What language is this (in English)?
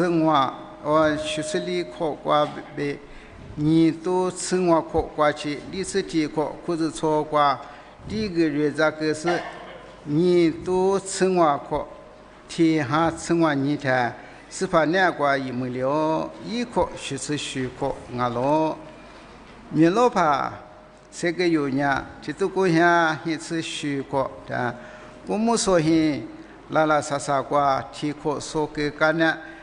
Lisu